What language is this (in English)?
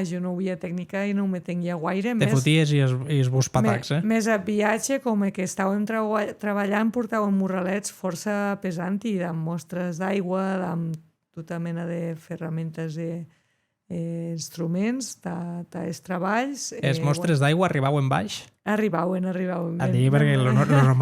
Occitan